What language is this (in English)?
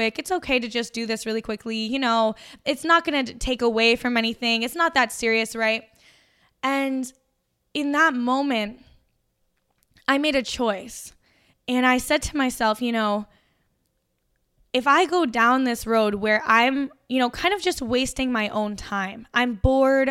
English